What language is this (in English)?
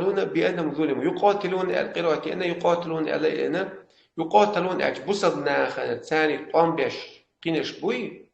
Chechen